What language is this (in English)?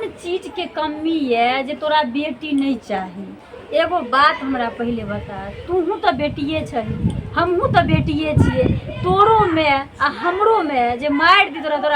Maithili